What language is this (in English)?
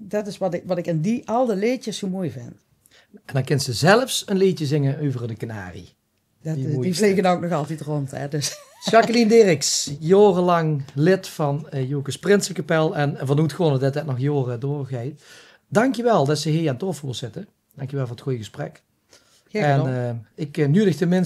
Limburgish